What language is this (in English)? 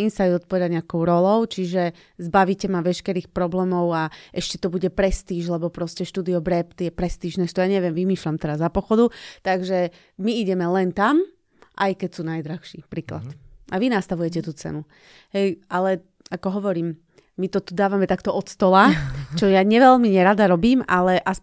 Slovak